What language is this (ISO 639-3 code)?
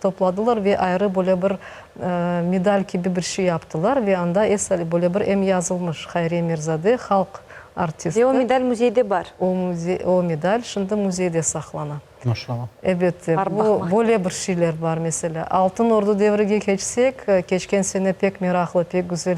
crh